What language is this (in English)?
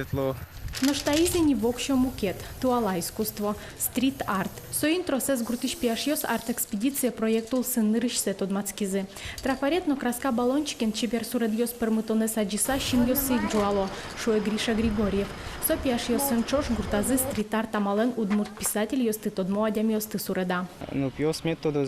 Udmurt